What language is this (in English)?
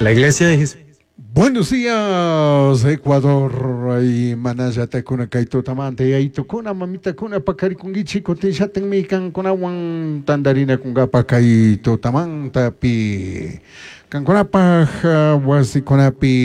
Chimborazo Highland Quichua